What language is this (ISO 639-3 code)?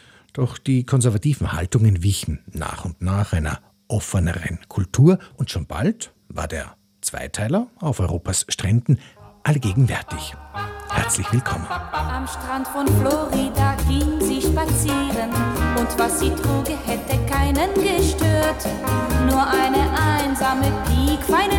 deu